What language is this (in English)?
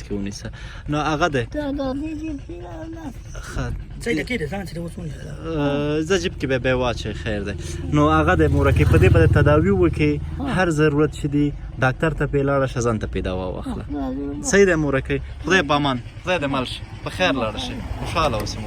Pashto